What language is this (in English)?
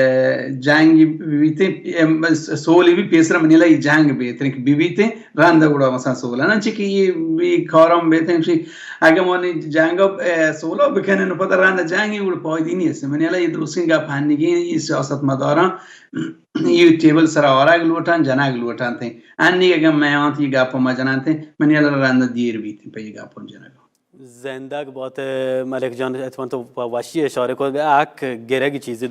Baluchi